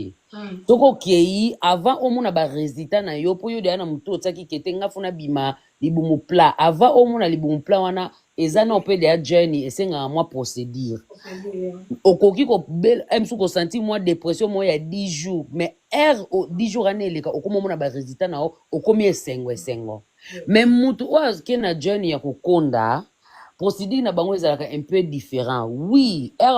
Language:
Lingala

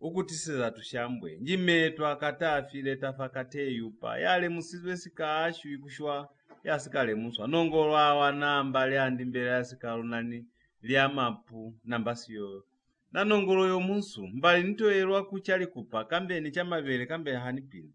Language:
Lozi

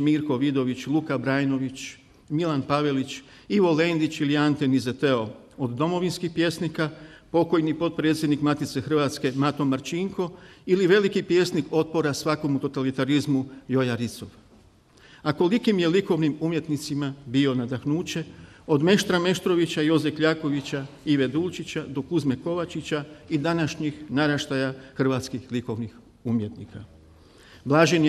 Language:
Croatian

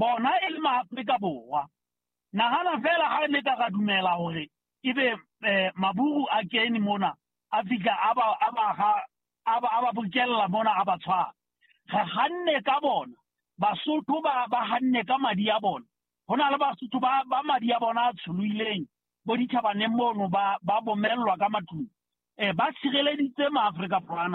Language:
Southern Sotho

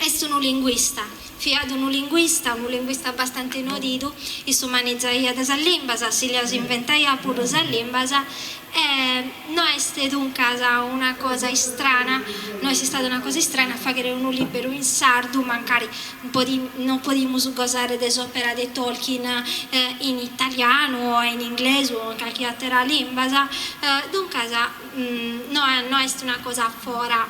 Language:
Sardinian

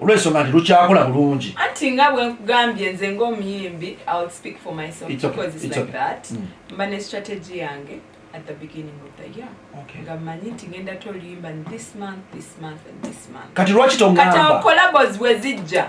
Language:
Ganda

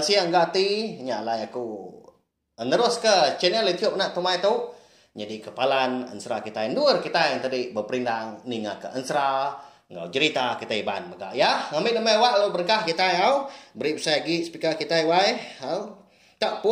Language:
Iban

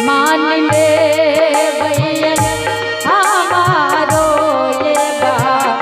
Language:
Angika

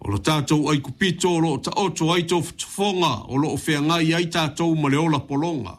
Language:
Samoan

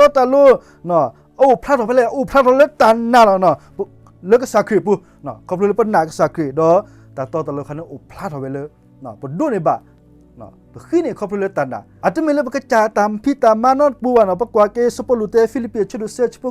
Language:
S'gaw Karen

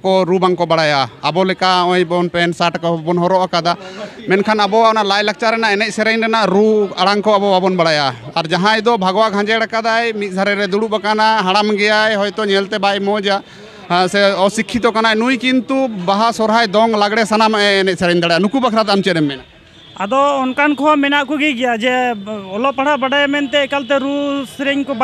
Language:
Santali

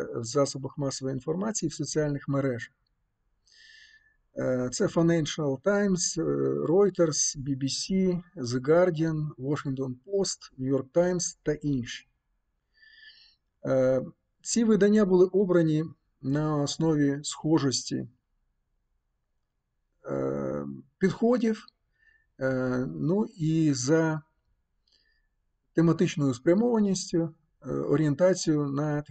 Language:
Ukrainian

